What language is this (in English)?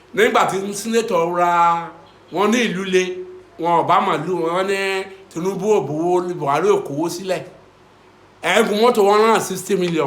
Yoruba